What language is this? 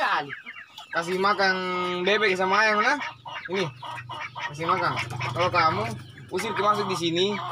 Makassar Malay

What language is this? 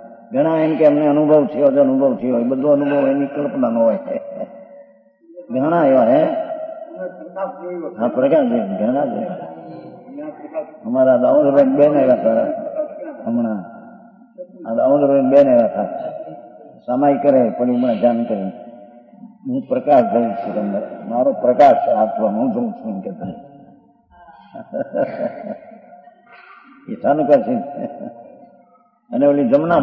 Gujarati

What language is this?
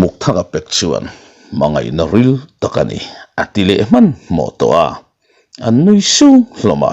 Mizo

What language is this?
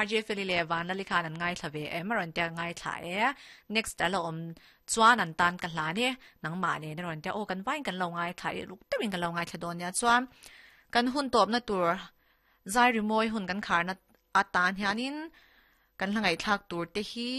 Mizo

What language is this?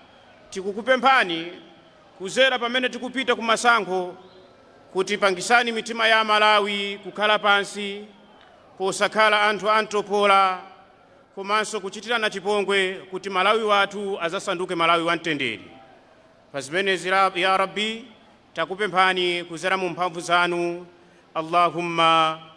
Nyanja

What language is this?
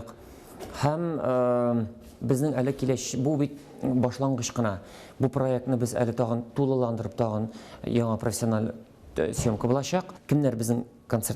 Tatar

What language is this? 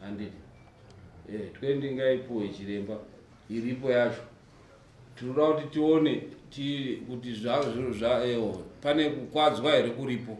Shona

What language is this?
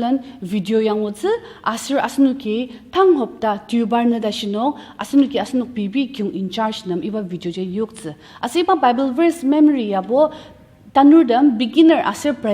Ao Naga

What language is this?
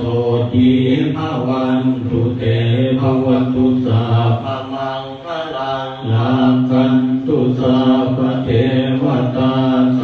Pali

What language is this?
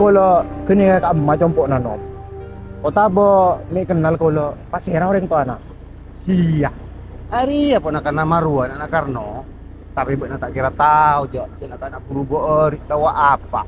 Madurese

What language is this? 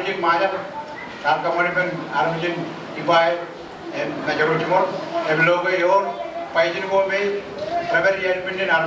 Marshallese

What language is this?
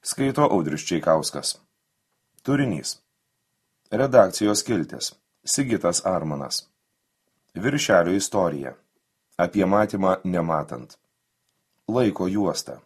Lithuanian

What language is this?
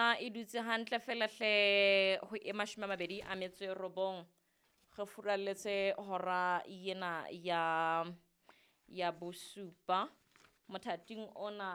Southern Sotho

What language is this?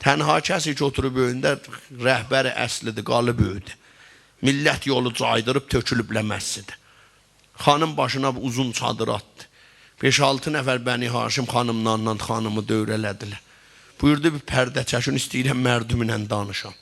South Azerbaijani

